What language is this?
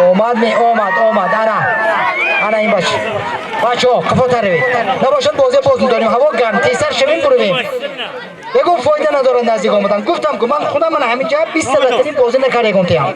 Tajik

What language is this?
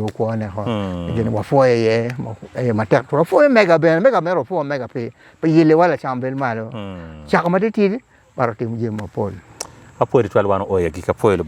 Acoli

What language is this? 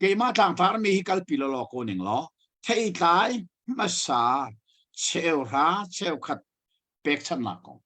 Hakha Chin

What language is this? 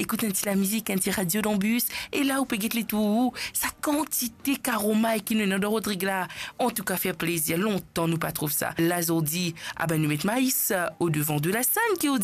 Morisyen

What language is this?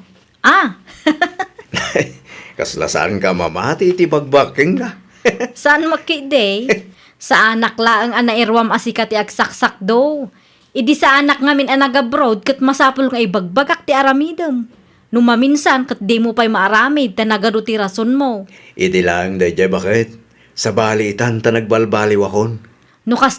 Iloko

